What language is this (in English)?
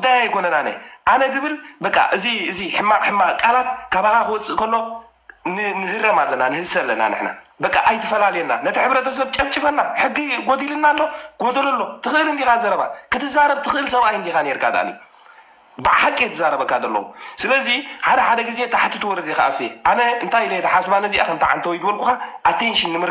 Tigrinya